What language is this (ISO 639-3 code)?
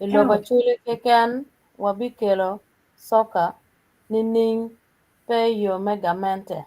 ach